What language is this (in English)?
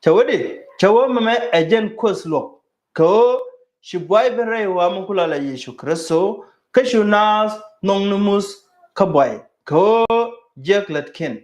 Nuer